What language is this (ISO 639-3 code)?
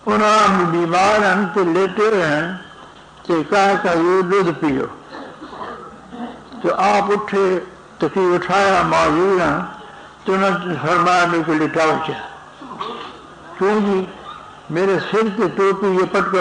urd